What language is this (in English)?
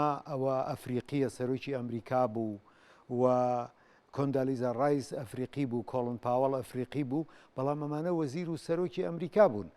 Central Kurdish